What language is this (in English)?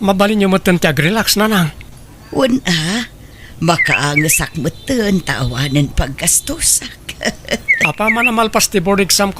Iloko